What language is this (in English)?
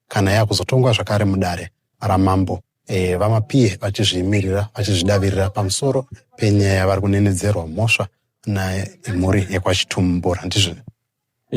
Shona